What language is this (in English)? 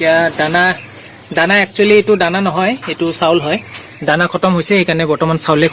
Assamese